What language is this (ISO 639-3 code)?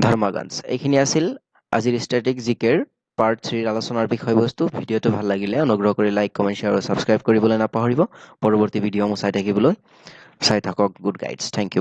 asm